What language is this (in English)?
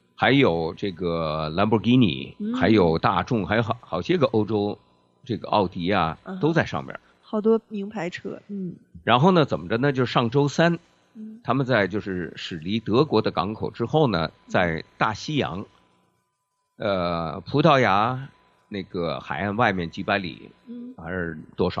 Chinese